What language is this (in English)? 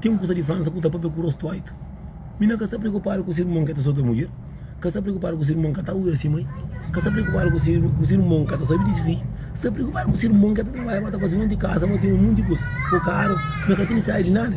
Kabuverdianu